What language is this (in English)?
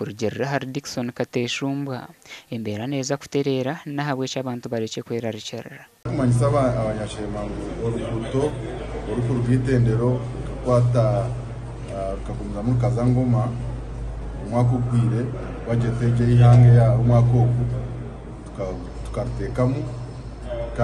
Nyankole